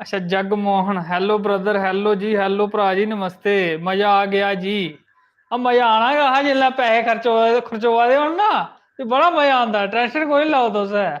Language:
Dogri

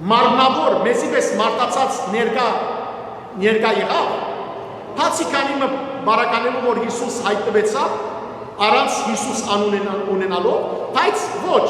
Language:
Western Armenian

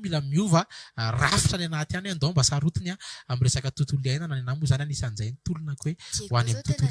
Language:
Malagasy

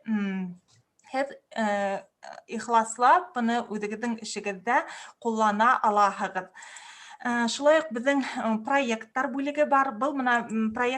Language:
Bashkir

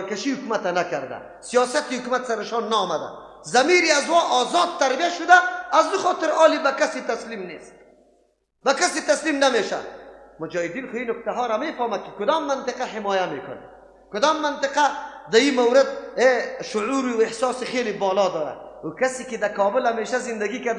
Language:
Persian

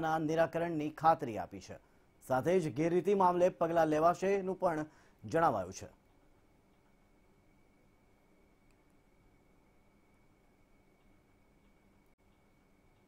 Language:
Gujarati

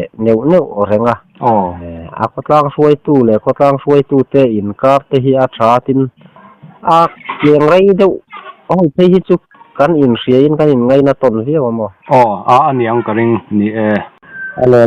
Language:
Mizo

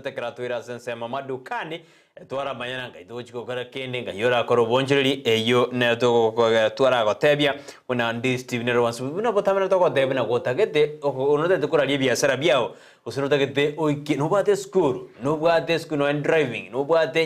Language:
Gusii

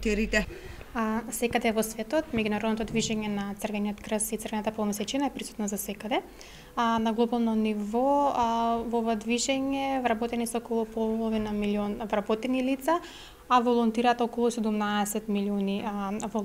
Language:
Macedonian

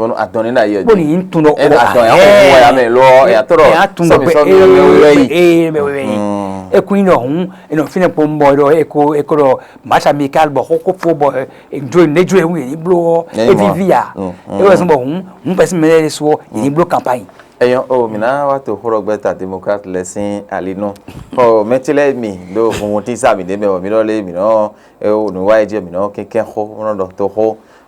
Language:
Fon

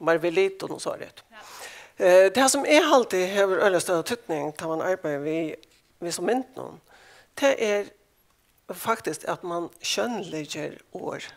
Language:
Faroese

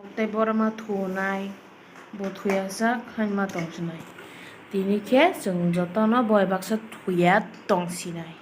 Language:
Kok Borok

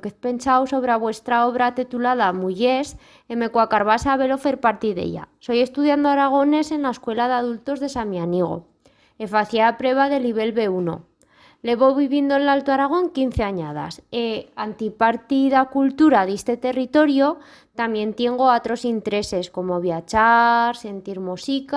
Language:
Aragonese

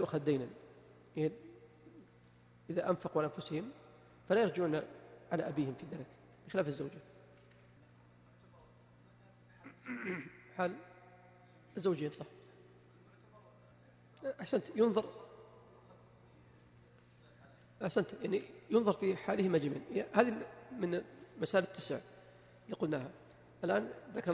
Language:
Arabic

